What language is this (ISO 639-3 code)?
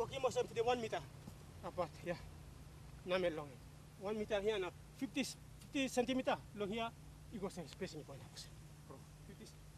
tpi